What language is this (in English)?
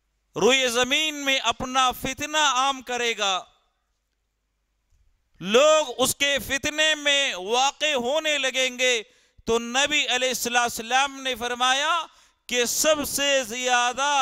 Urdu